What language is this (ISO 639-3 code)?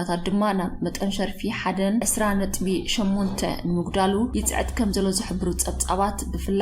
tir